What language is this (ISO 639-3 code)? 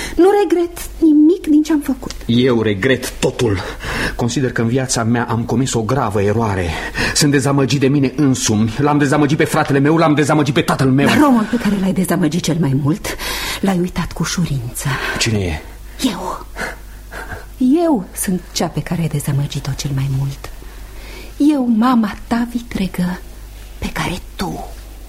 ron